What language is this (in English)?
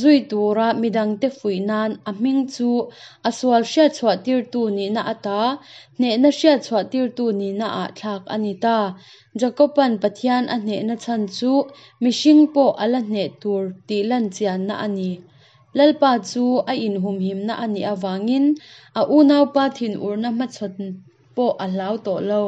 Hakha Chin